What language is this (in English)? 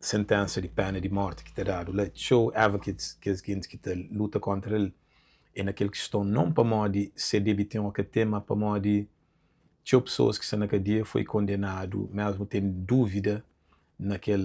Kabuverdianu